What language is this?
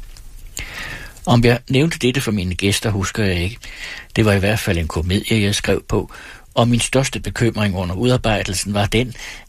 Danish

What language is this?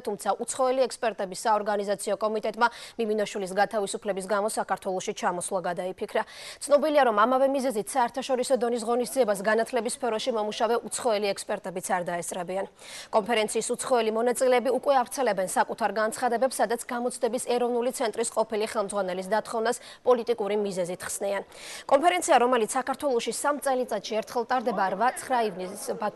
Georgian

